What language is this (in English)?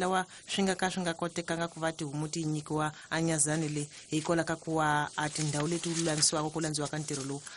Tsonga